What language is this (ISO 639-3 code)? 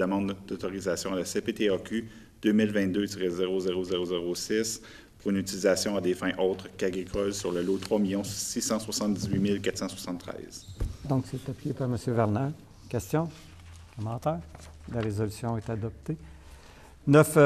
fra